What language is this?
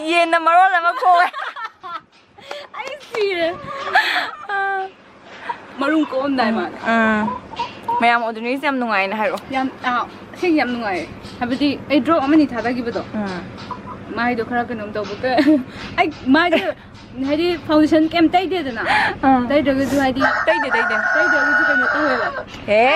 Manipuri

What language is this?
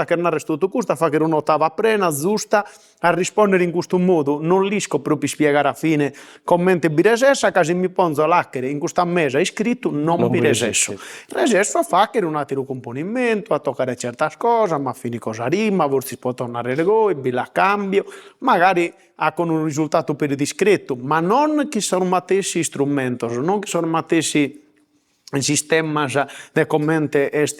Sardinian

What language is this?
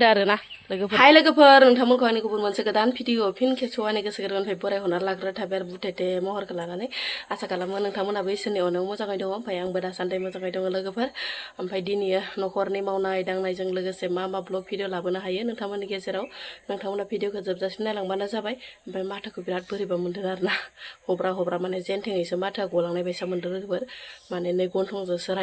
Bodo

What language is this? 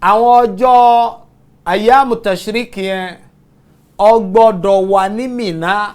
Yoruba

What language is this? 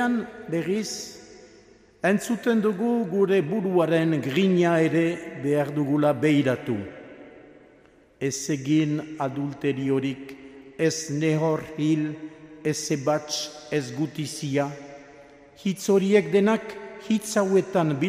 Basque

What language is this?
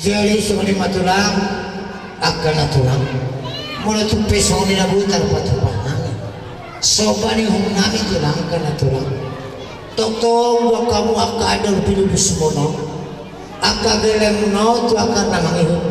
Batak Toba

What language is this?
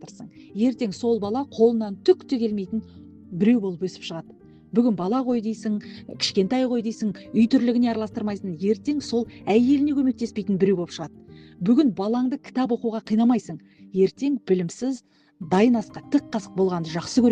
Kazakh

